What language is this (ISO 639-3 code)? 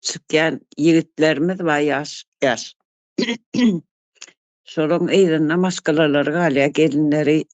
tuk